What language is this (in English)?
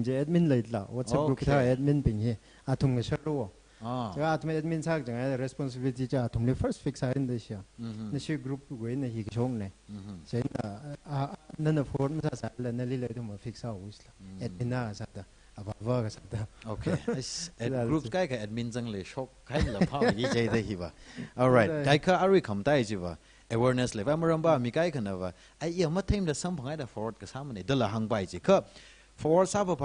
Tangkhul Naga (India)